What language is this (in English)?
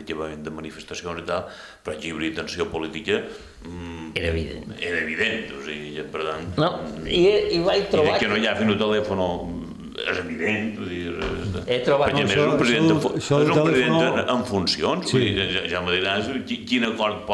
Catalan